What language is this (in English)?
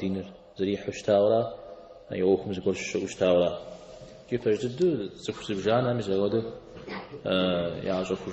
Kabardian